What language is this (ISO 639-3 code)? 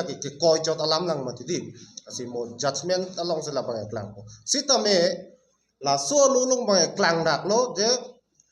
mjw